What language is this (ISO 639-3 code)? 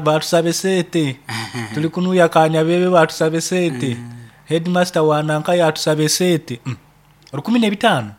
nyn